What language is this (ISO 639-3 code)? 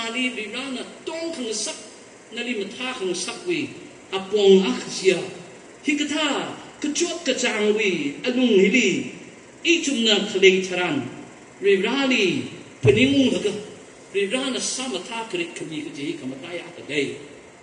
nmf